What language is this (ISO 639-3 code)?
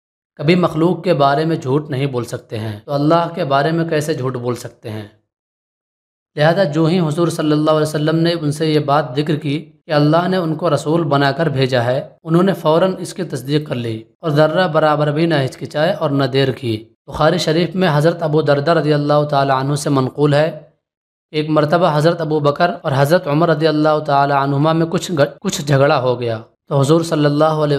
urd